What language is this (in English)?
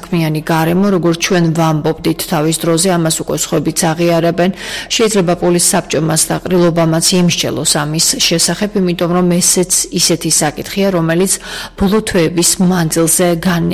Georgian